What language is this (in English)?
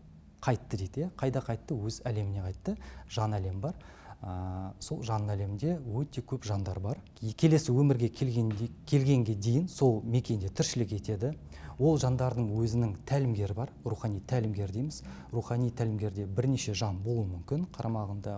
Kazakh